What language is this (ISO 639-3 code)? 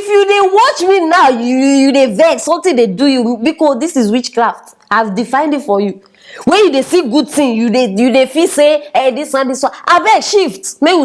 pcm